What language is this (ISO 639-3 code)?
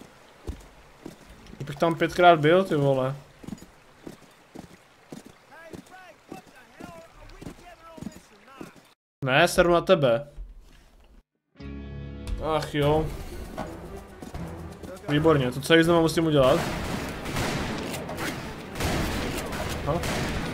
ces